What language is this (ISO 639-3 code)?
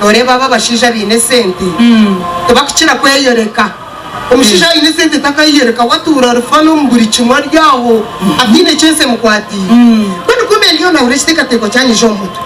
nyn